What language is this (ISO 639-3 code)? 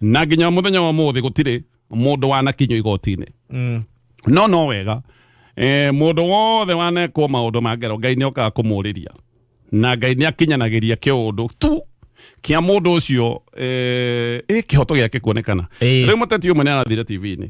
kik